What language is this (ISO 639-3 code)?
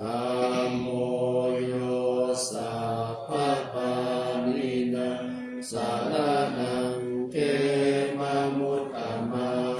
pli